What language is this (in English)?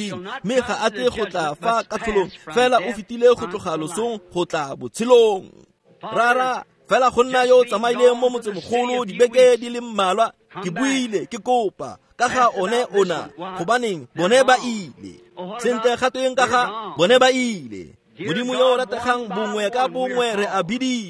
Tswana